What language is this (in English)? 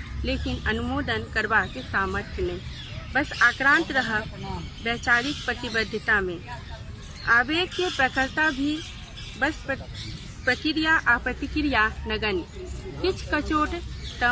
Maithili